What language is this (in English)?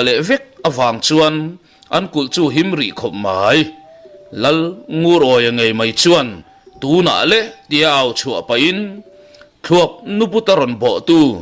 Mizo